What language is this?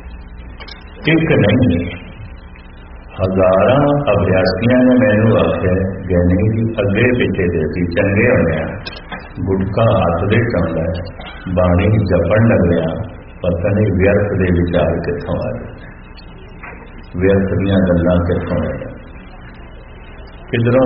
Punjabi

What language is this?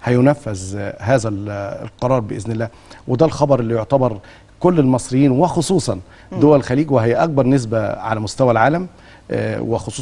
Egyptian Arabic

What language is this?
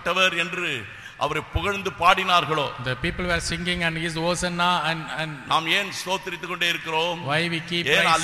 Tamil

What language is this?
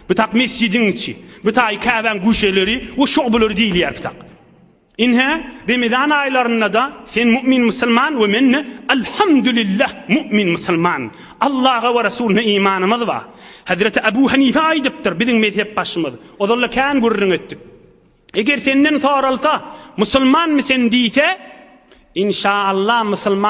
Turkmen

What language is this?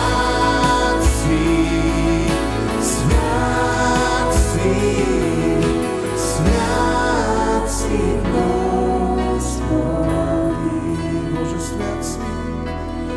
Bulgarian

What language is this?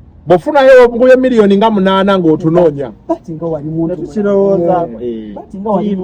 Ganda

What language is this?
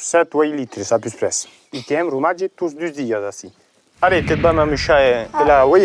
Occitan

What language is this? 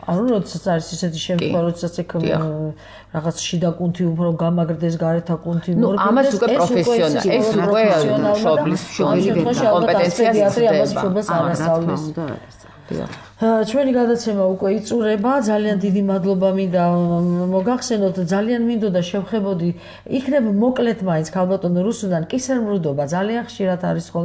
Georgian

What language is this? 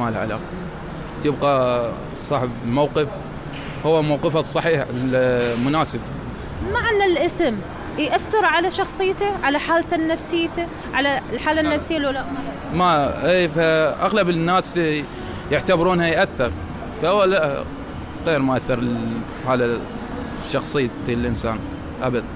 Mesopotamian Arabic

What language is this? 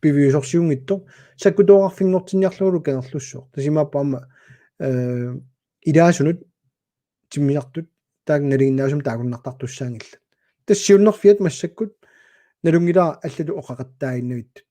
Kalaallisut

